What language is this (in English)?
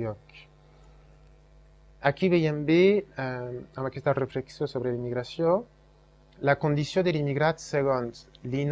Catalan